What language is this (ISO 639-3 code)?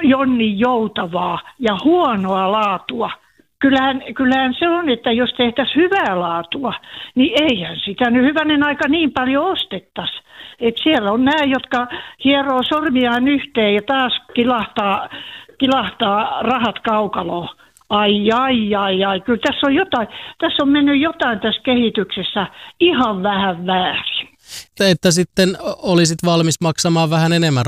fin